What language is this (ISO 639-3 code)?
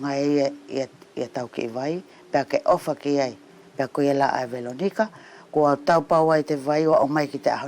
wls